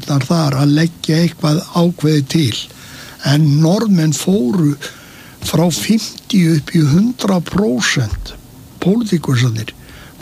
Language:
Icelandic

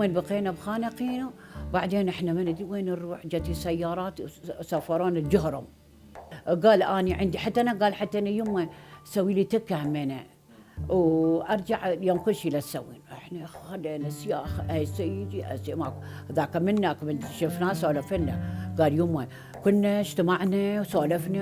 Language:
Mesopotamian Arabic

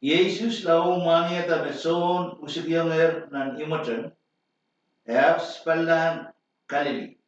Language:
Pohnpeian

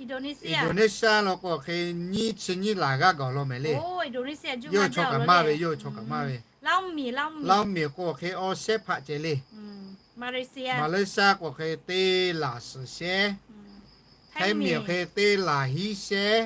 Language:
Lahu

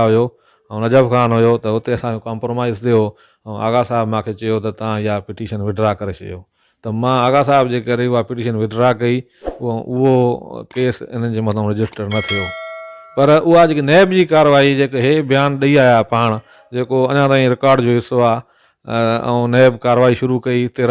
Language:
Sindhi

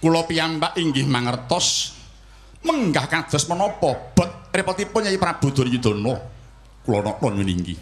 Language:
Javanese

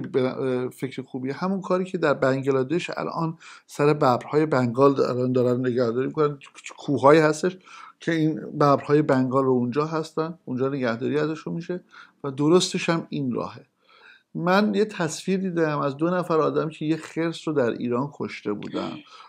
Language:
Persian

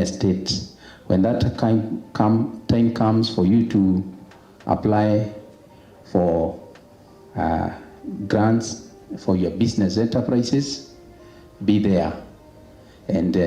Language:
Meru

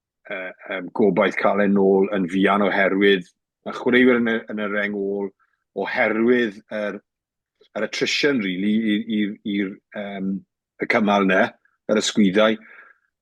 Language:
Welsh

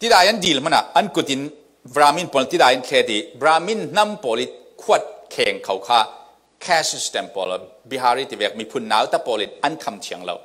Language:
Falam Chin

